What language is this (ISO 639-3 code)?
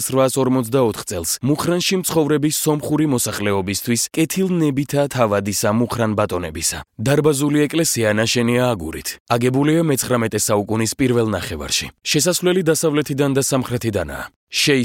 kat